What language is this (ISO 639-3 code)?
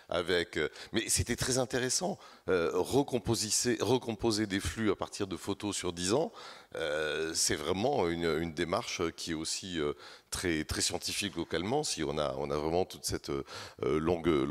fra